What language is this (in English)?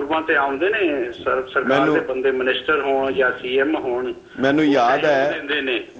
Punjabi